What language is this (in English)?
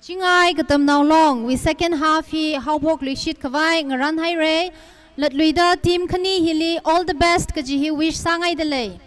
Tangkhul Naga (India)